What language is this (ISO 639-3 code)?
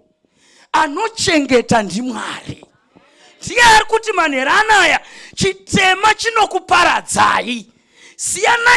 sna